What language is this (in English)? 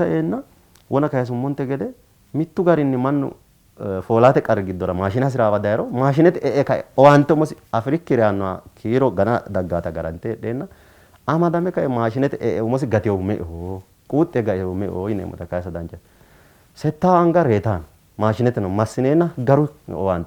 Sidamo